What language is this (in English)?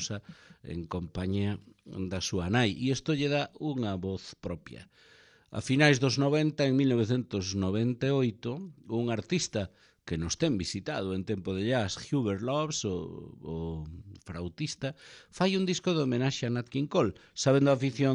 Galician